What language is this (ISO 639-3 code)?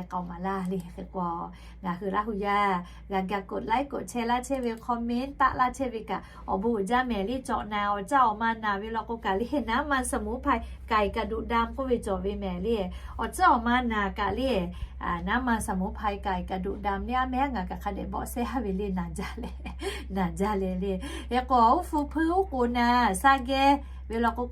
lhu